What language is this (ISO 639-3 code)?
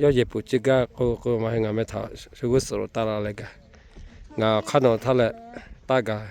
lhu